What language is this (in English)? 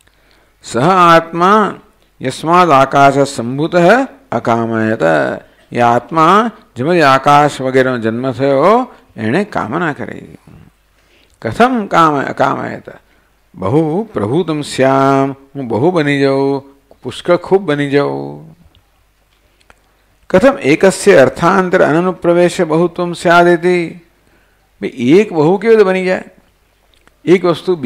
Gujarati